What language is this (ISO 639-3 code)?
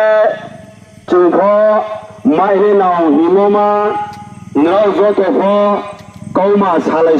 ria